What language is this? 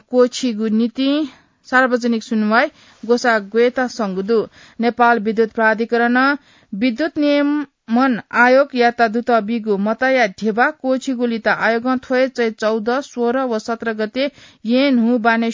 Newari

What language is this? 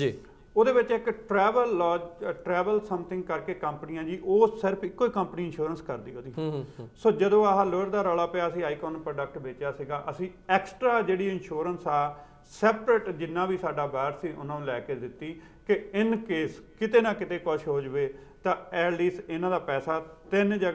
Punjabi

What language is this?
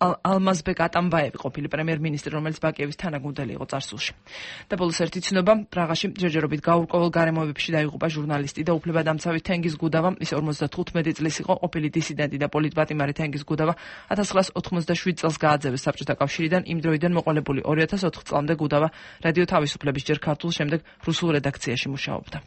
Georgian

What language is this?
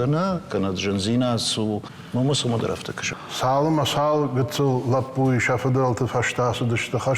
Ossetic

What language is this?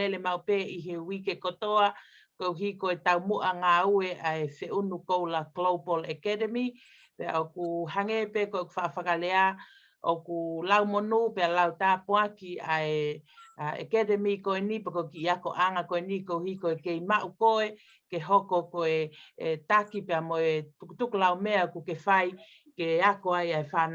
Tongan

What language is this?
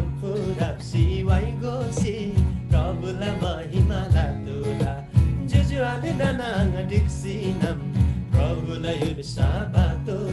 Eastern Tamang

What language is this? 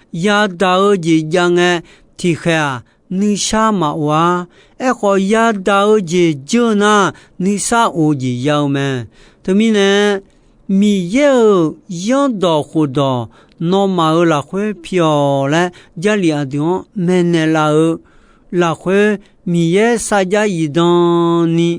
Akha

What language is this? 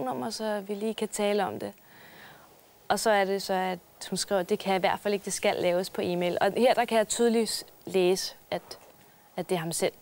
Danish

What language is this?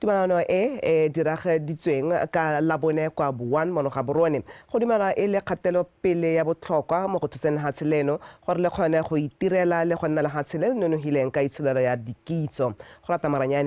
Tswana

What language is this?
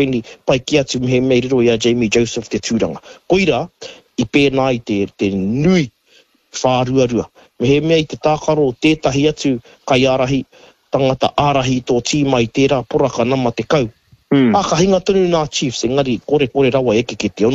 Māori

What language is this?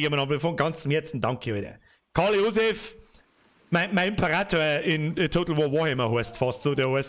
Bavarian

